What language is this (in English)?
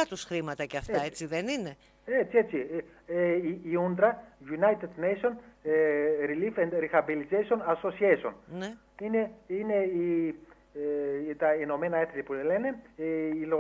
Greek